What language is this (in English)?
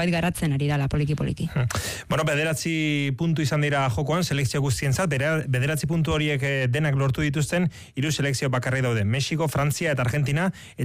Basque